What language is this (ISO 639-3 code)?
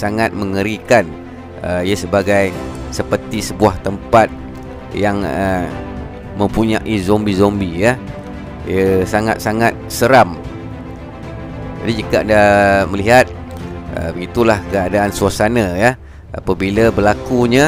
msa